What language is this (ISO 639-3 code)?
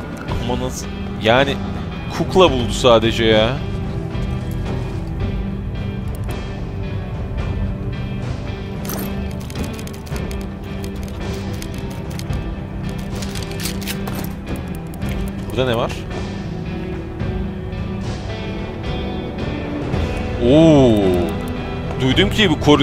tur